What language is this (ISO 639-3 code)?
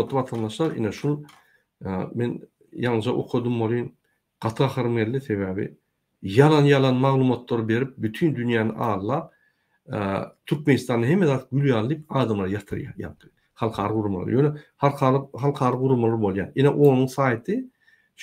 tuk